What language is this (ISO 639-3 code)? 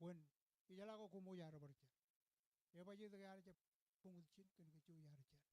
mah